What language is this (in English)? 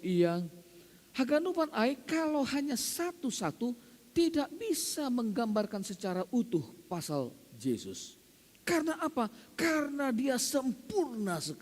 Batak Simalungun